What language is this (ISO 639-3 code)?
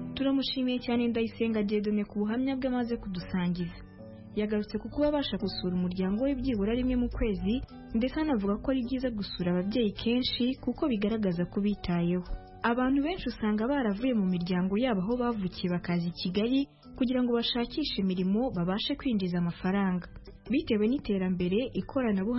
kin